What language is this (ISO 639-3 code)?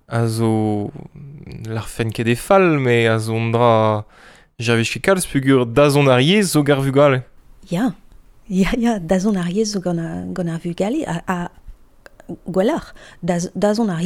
bre